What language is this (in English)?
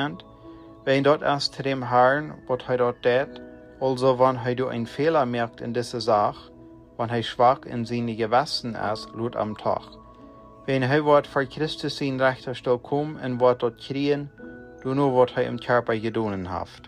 Plautdietsch